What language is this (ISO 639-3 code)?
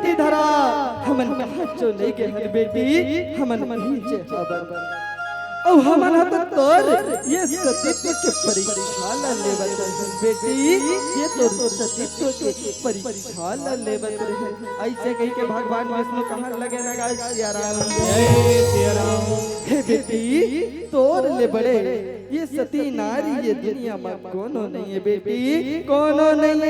hne